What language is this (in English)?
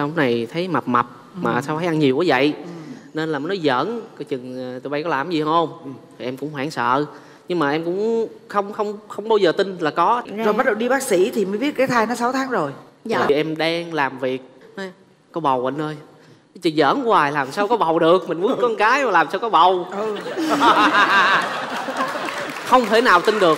Vietnamese